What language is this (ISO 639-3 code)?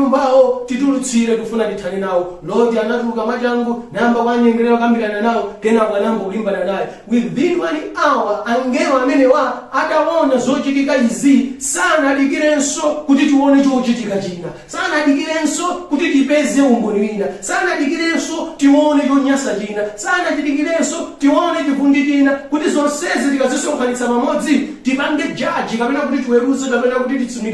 nya